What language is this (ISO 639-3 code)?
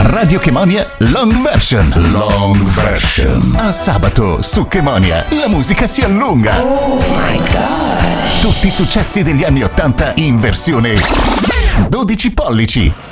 ita